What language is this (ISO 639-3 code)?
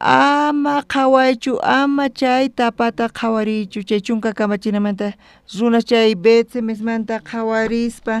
quh